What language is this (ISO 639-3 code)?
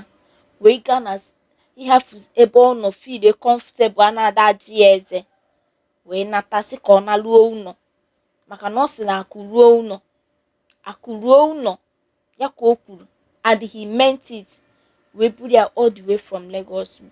ibo